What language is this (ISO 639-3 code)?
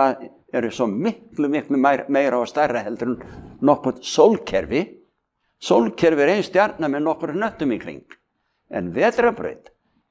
isl